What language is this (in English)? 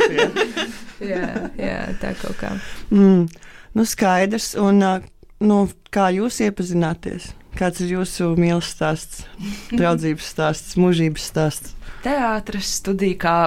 Latvian